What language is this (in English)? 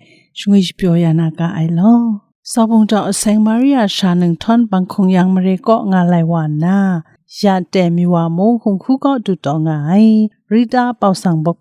Kachin